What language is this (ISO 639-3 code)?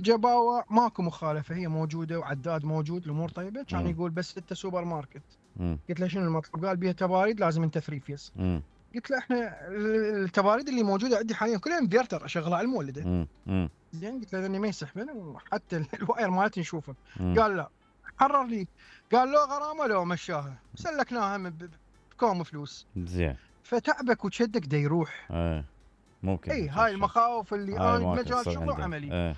acm